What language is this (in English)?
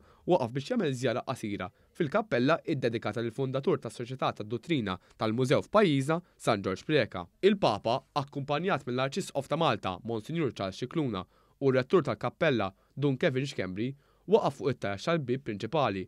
Maltese